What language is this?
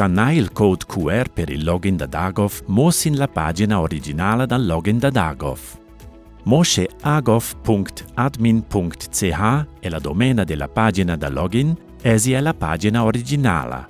Romansh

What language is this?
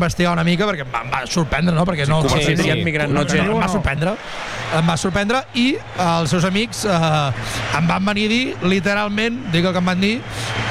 Catalan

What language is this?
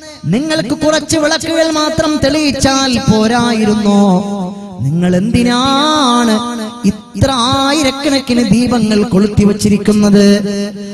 Malayalam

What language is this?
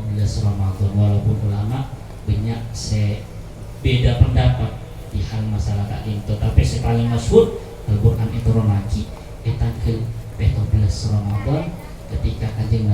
Madurese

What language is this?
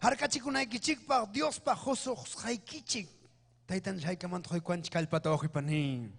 Ayacucho Quechua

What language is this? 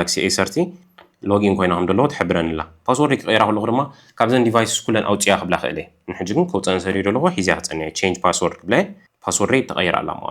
Tigrinya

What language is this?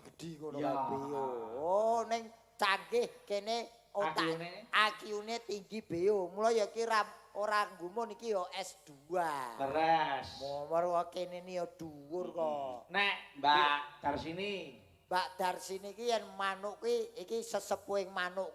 Javanese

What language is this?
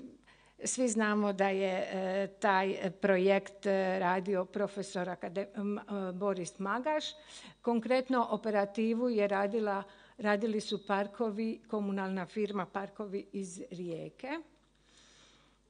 Croatian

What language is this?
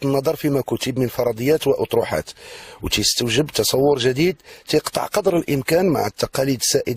Moroccan Arabic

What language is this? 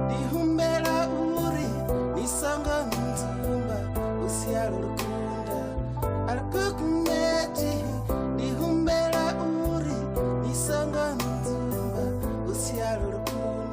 Venda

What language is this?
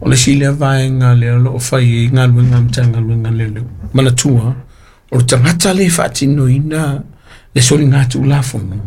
Samoan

